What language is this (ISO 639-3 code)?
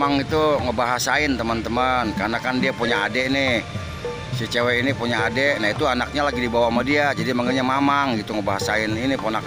bew